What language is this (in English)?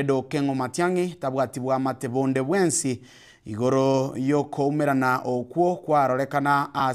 Gusii